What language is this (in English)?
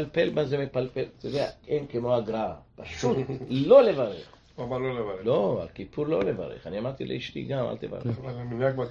Hebrew